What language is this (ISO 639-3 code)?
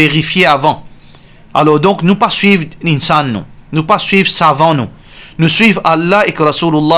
mfe